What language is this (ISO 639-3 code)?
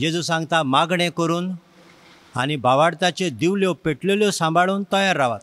kok